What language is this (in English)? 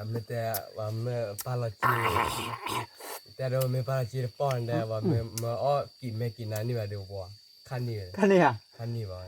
S'gaw Karen